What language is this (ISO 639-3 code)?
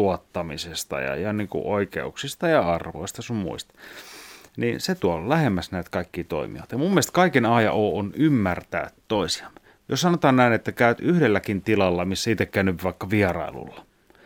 fin